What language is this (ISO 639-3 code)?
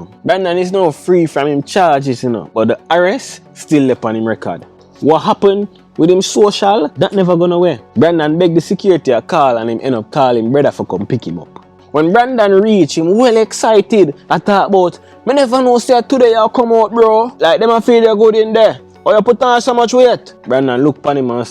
jam